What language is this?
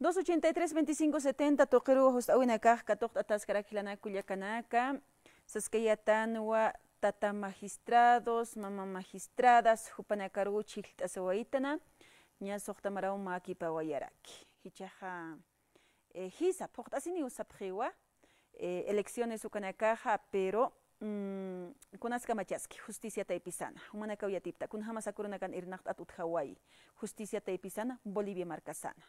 Aymara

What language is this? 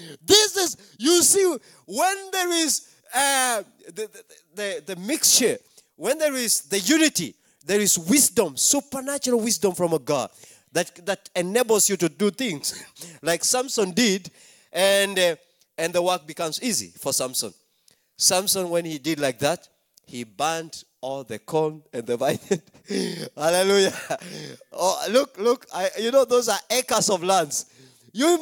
Maltese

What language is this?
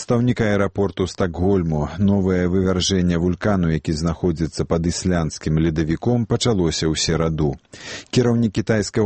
Belarusian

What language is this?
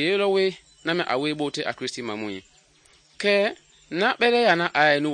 Mende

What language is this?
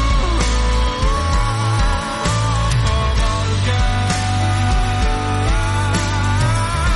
Norwegian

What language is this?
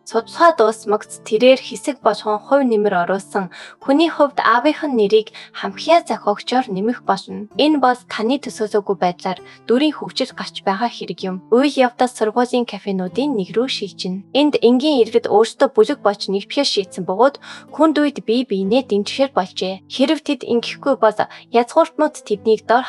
Mongolian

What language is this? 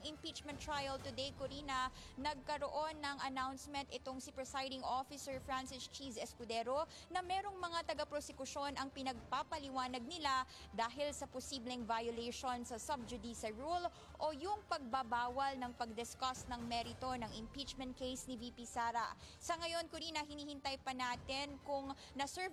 Filipino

